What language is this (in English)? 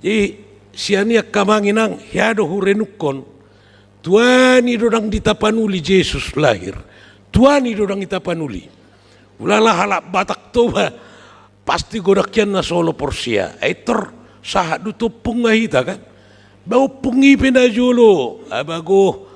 Batak Toba